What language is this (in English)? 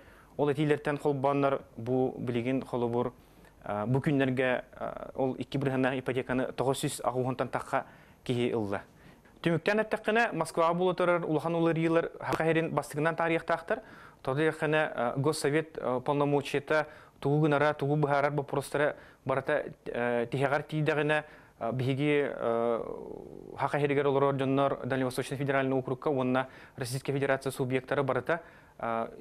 Yakut